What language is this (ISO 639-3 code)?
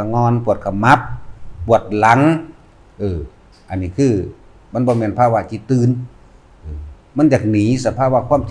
lao